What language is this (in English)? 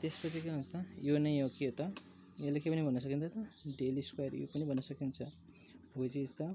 Nepali